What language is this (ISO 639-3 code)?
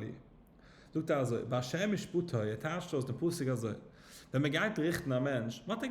yid